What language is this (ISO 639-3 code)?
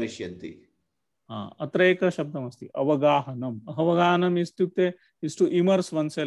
san